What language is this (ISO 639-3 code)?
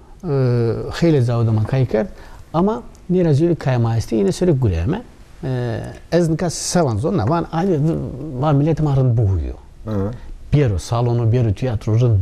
zza